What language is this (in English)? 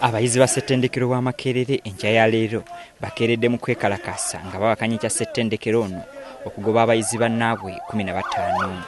Ganda